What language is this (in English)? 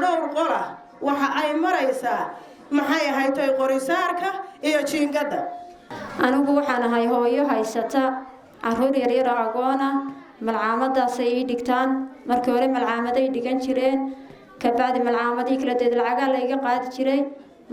Somali